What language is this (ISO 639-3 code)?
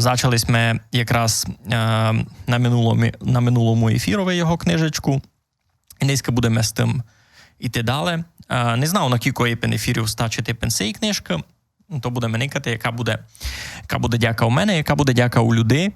rue